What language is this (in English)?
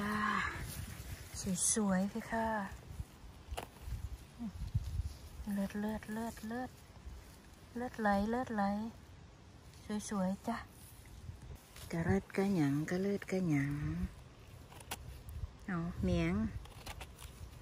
Thai